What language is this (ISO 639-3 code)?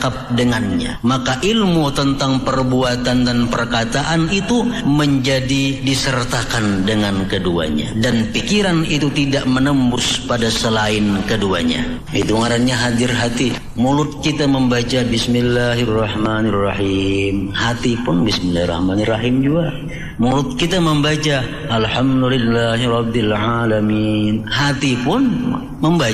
bjn